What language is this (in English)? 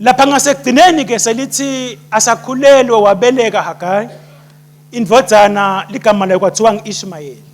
Swati